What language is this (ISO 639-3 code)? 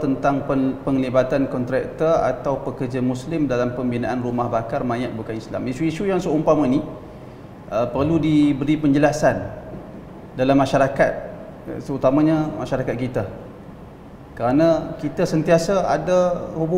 msa